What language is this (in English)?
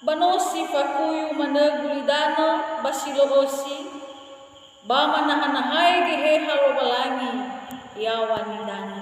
Nias